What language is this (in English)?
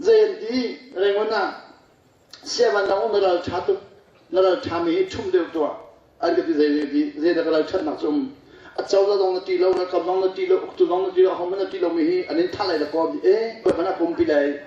Hakha Chin